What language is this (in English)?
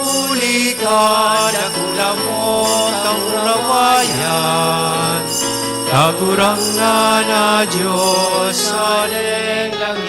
Bikol